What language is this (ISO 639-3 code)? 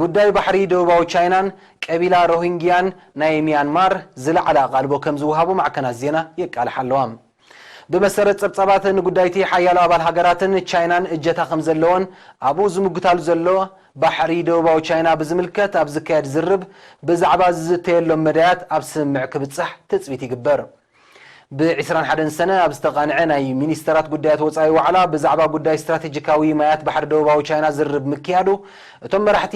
tir